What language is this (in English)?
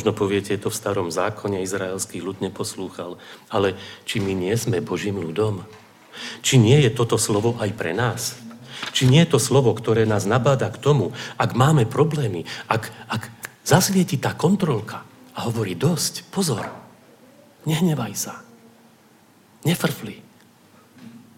Slovak